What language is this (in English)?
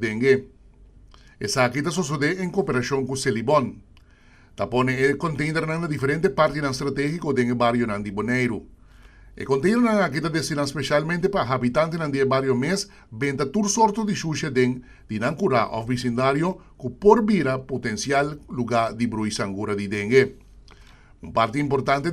Papiamento